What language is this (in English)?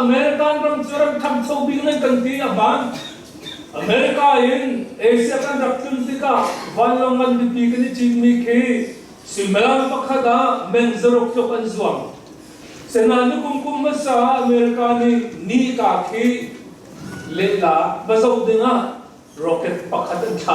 Hakha Chin